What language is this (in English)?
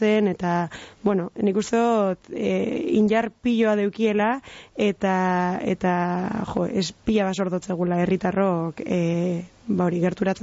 Basque